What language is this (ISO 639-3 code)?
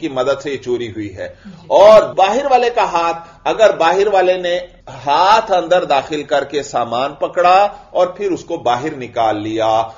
urd